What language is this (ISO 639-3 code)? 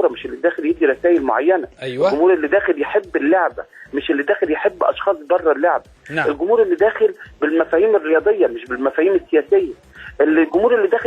arz